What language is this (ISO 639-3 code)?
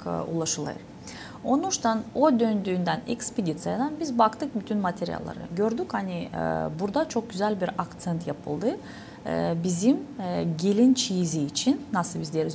gag